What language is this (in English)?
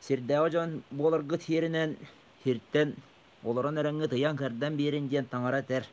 Yakut